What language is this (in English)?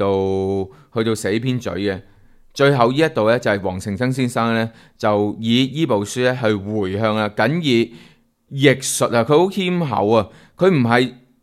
Cantonese